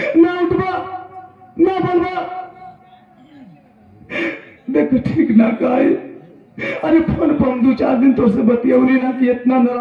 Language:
Bhojpuri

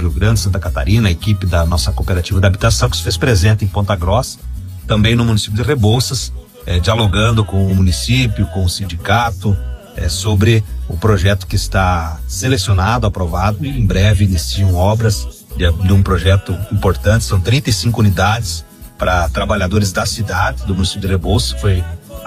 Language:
Portuguese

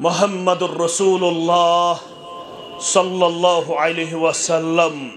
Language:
Kashmiri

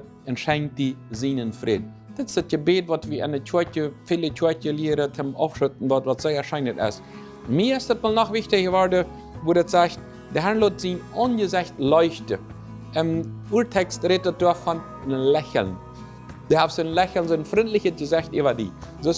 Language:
Plautdietsch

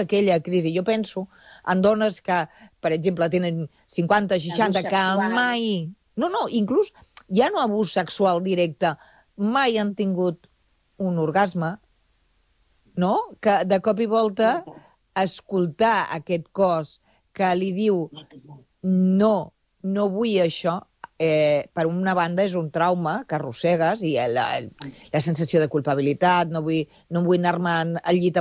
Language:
Catalan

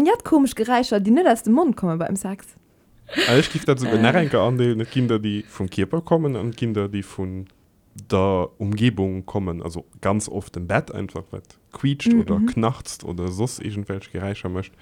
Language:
Luxembourgish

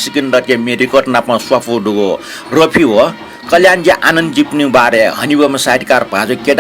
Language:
Newari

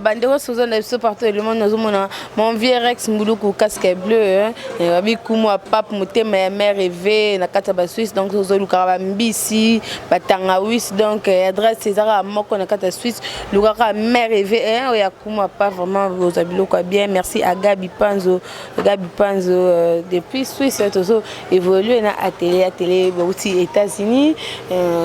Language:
Lingala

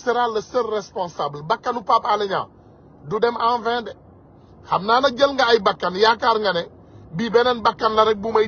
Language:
Wolof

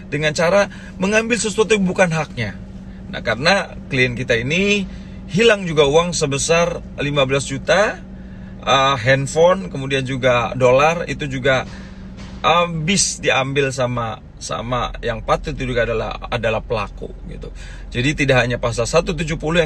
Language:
Indonesian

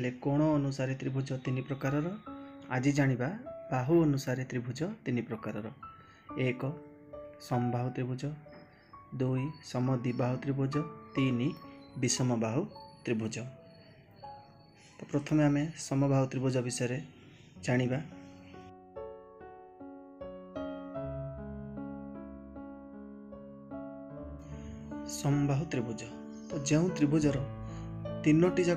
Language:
Odia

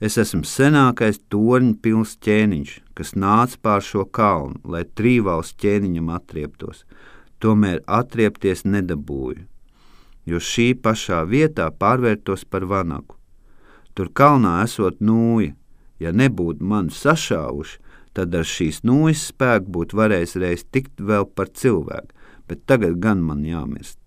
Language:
Latvian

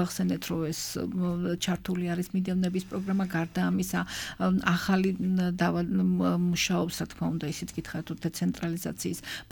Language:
Georgian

